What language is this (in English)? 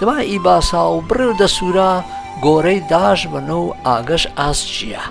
Gurani